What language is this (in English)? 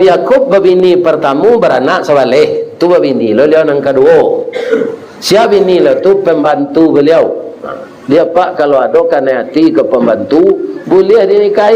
Minangkabau